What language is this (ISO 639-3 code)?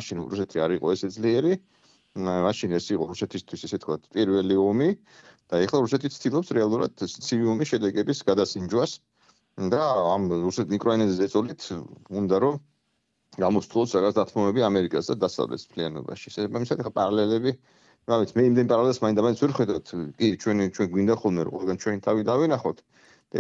kat